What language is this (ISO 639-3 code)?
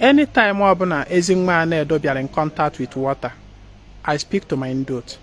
ibo